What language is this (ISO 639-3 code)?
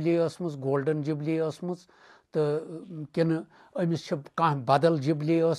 kas